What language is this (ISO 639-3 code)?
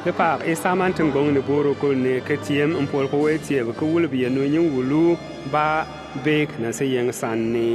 bim